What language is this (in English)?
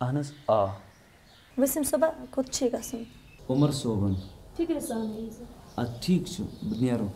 Kashmiri